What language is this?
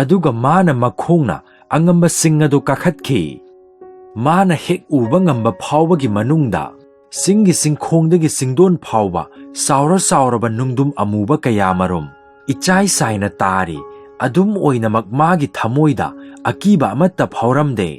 Manipuri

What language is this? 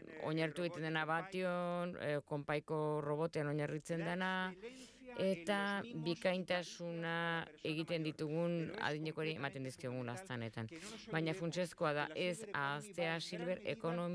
Basque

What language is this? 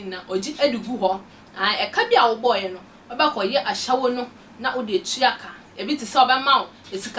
Akan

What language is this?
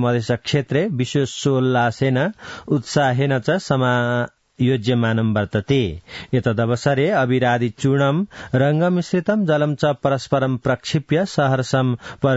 Sanskrit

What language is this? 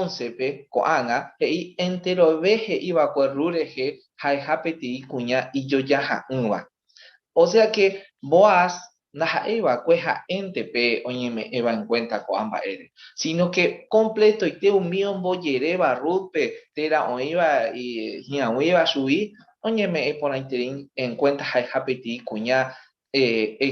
Guarani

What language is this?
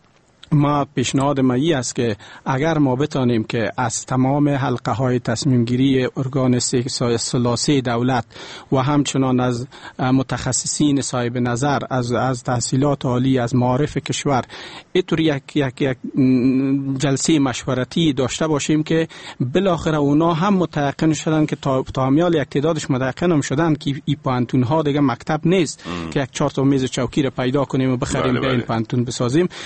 Persian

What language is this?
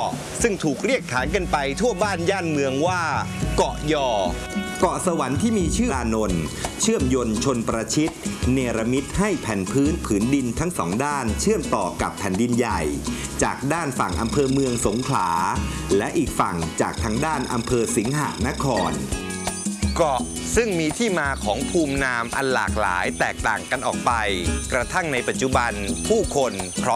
Thai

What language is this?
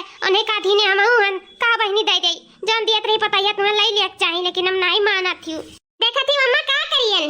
Awadhi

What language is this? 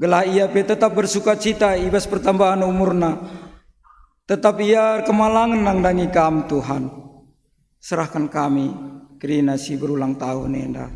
Batak Karo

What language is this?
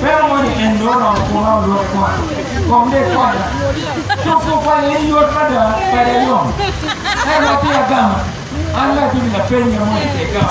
Acoli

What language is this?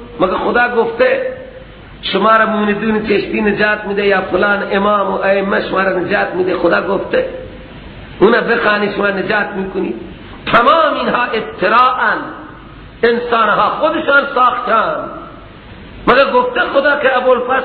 Persian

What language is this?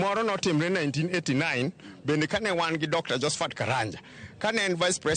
Luo (Kenya and Tanzania)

